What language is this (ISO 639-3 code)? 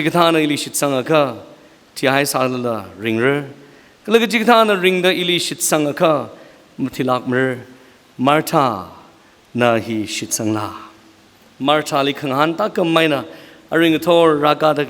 nmf